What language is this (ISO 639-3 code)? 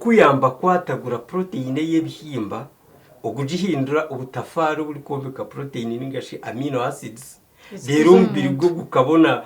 nyn